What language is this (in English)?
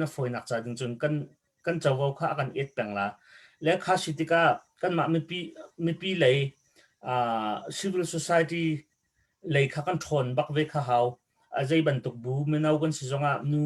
Hakha Chin